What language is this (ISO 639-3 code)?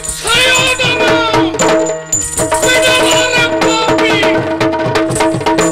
kan